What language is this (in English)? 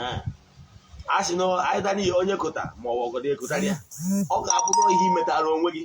Igbo